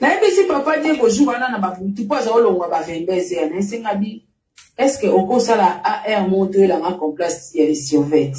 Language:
Lingala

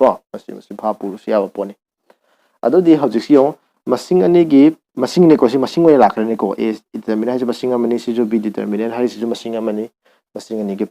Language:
Manipuri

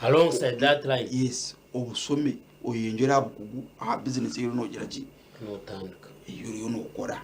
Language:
Nyankole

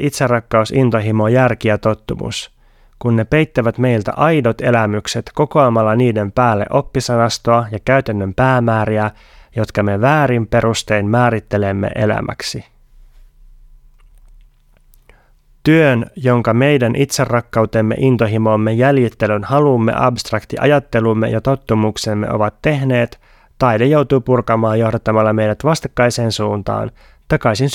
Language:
Finnish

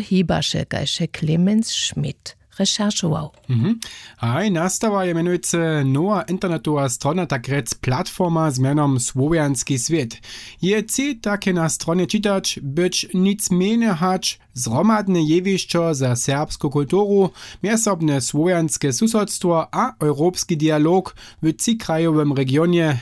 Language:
Upper Sorbian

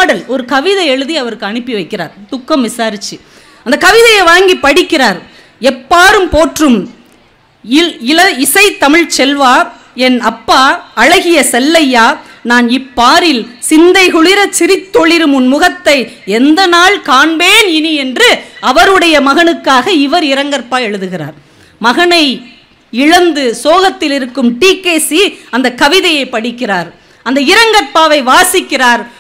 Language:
Tamil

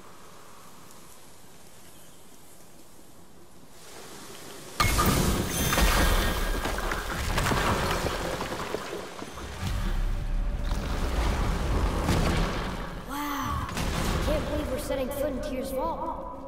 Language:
Hungarian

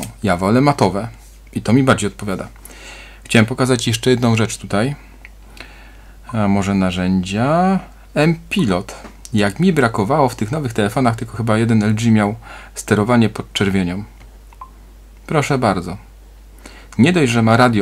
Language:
Polish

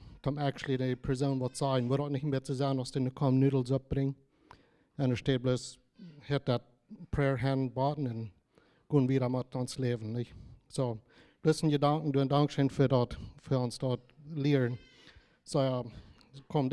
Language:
Plautdietsch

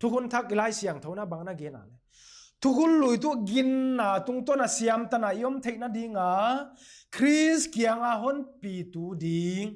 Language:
Paite Chin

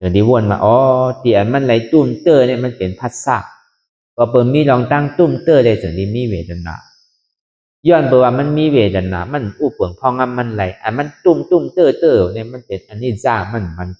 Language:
Shan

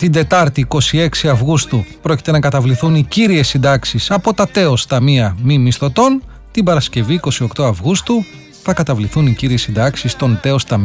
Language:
Greek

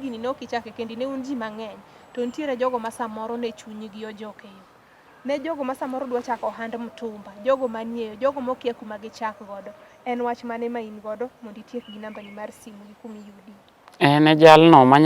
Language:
Luo (Kenya and Tanzania)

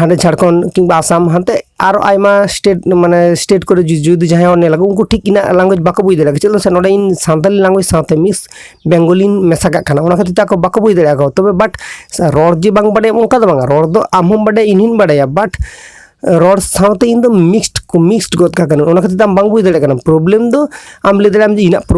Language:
Santali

